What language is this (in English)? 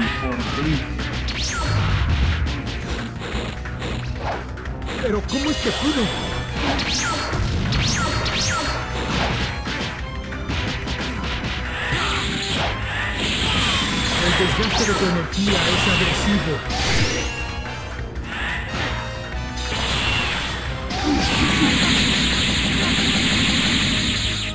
Spanish